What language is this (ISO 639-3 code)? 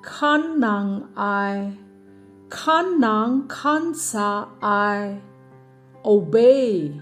kac